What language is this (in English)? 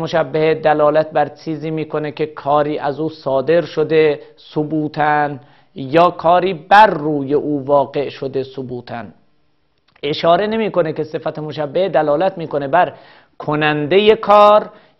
Persian